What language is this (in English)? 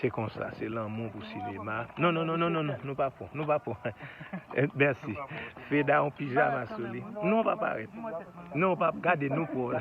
Haitian Creole